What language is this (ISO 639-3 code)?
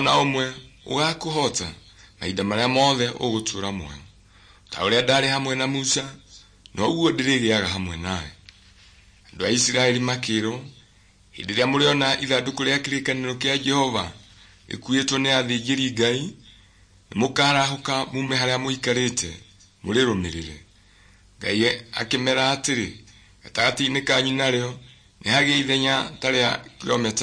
kik